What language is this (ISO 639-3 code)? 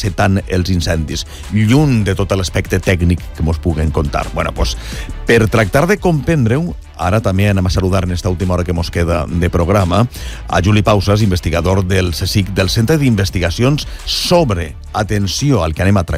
cat